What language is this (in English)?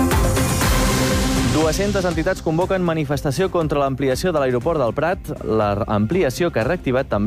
Catalan